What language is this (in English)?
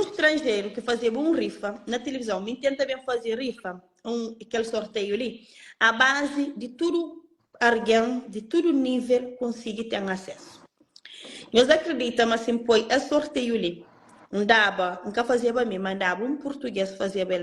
Kabuverdianu